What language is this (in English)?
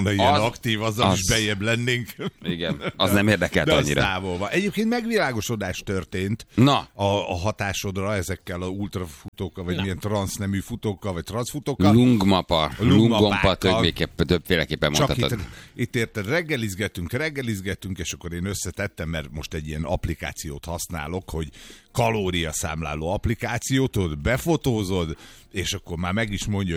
Hungarian